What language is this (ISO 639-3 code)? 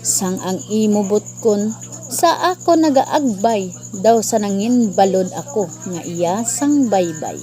hil